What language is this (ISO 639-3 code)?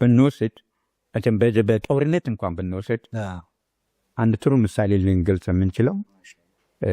amh